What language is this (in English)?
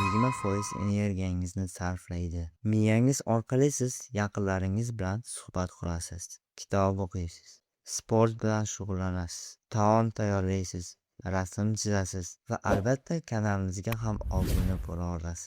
Uzbek